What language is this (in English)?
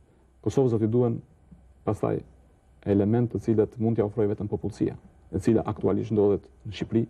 Albanian